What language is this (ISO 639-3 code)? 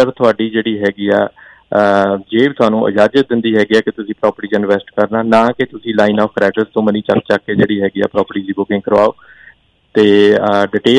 pan